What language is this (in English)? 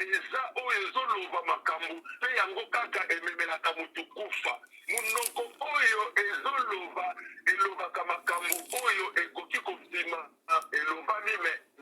Lingala